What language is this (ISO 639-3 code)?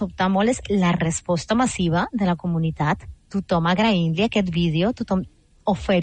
cat